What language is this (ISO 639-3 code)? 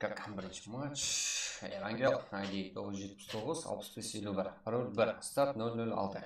kaa